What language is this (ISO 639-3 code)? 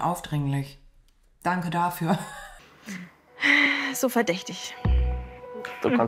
deu